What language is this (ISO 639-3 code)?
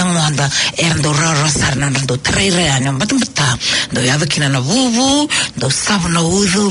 fij